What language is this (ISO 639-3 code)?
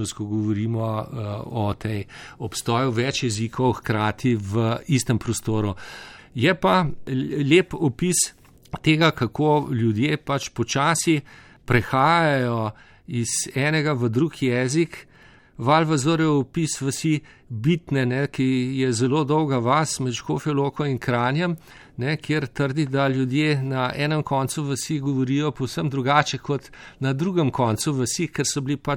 slv